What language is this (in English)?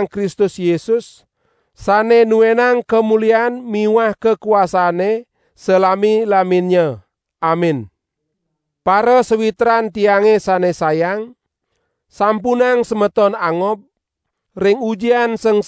Balinese